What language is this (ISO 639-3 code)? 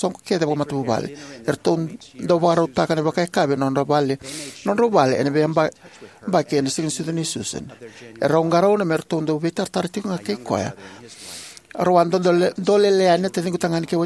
fij